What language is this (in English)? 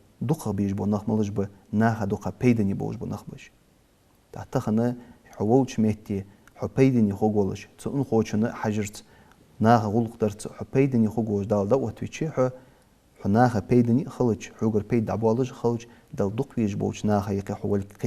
Ingush